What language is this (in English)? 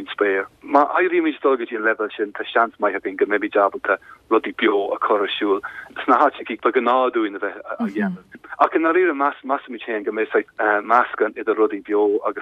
Irish